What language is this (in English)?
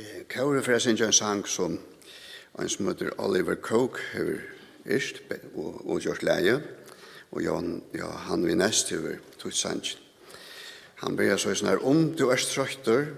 Faroese